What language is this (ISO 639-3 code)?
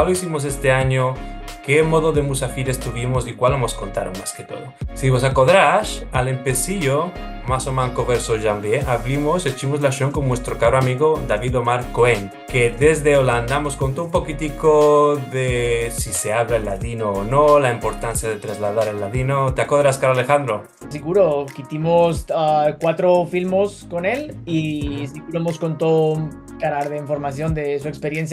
lad